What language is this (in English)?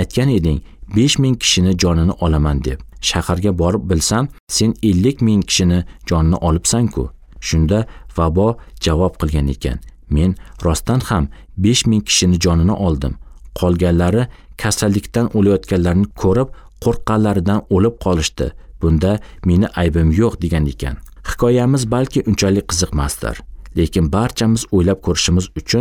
Uzbek